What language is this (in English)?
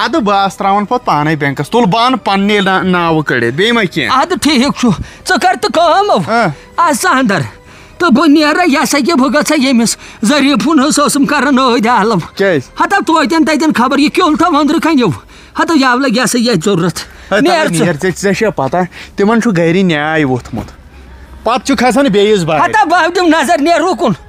Kashmiri